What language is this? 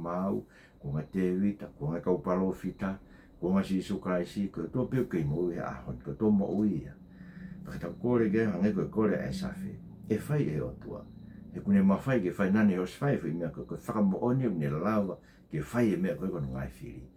Tongan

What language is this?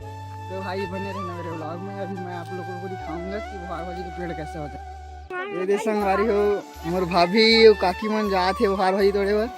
Chhattisgarhi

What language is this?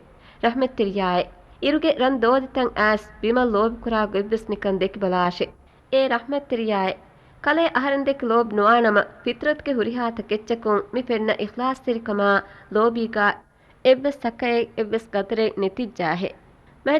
Divehi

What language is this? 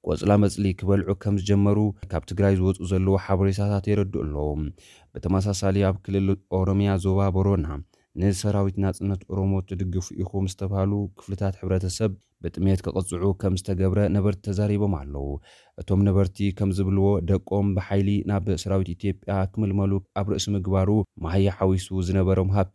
Tigrinya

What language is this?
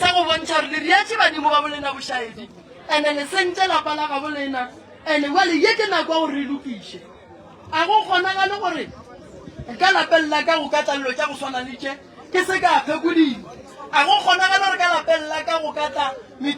Northern Sotho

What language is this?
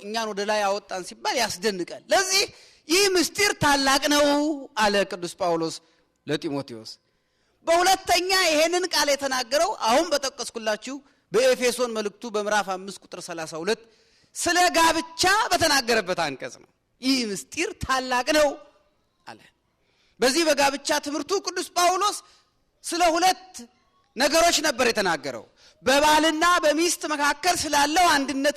Amharic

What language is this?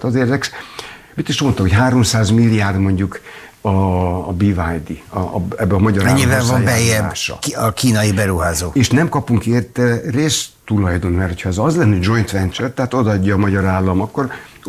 Hungarian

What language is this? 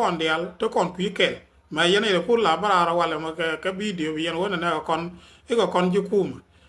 Nuer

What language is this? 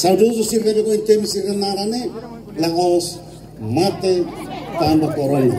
Tetum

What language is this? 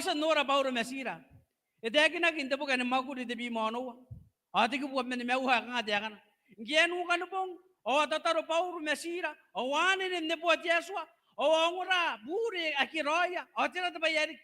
Gilbertese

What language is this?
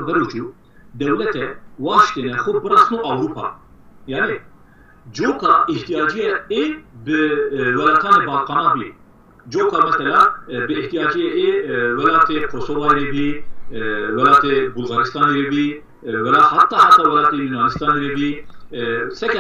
Zaza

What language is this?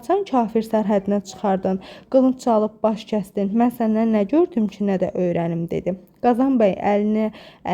Azerbaijani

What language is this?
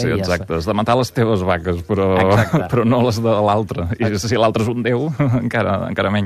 Catalan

